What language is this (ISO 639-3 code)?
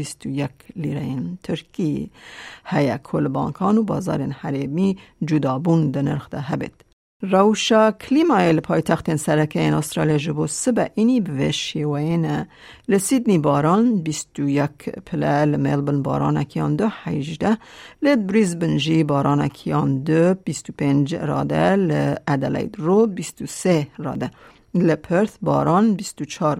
kur